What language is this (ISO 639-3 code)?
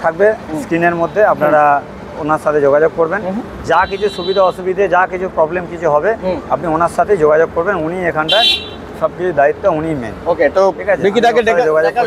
ben